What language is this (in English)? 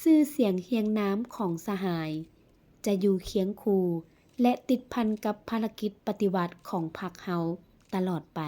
Lao